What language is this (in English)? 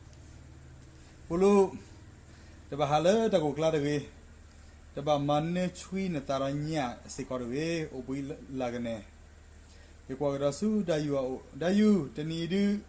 S'gaw Karen